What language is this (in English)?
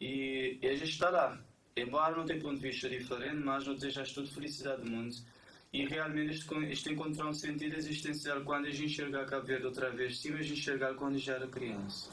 Kabuverdianu